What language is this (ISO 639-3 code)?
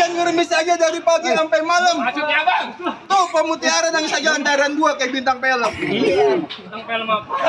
bew